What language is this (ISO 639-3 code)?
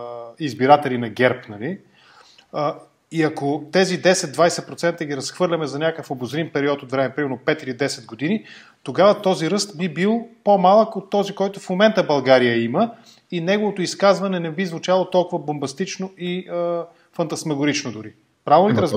bul